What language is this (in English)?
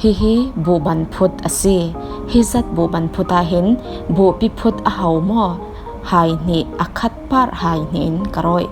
Falam Chin